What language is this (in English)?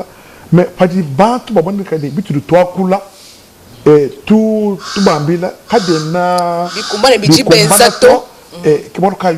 Luba-Lulua